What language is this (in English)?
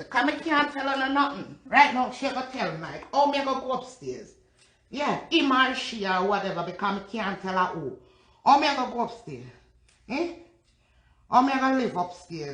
Jamaican Creole English